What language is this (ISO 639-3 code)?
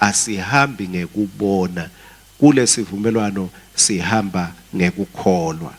ssw